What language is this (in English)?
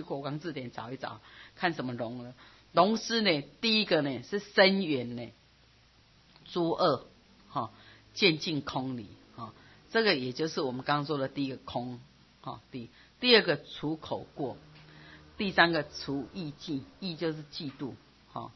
Chinese